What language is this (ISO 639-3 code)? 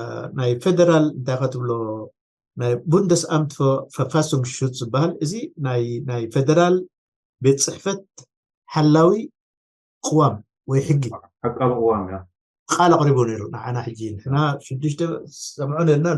tir